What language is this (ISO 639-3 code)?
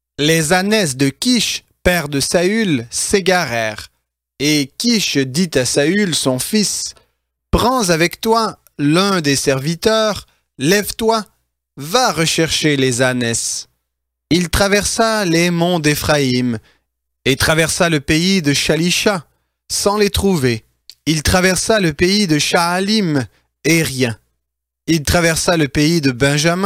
fra